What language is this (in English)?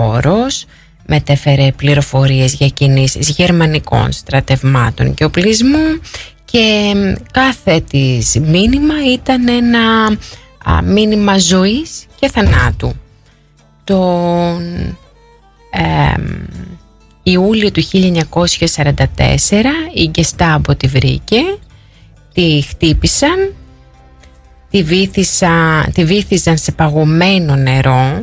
Greek